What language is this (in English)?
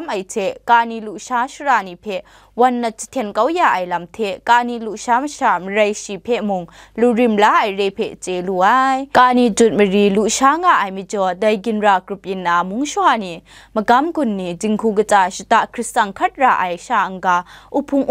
Kachin